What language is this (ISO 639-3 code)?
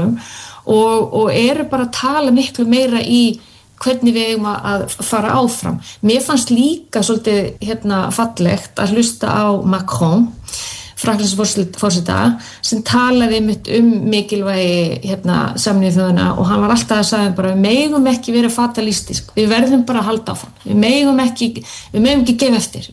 isl